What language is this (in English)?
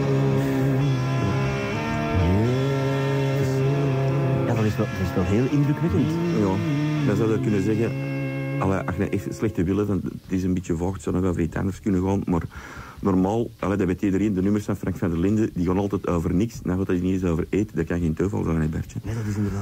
Dutch